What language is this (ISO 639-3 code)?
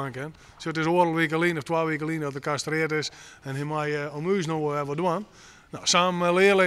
fry